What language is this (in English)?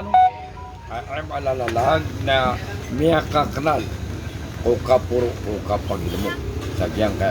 Maranao